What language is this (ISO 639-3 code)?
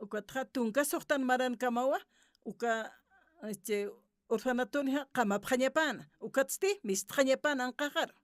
aym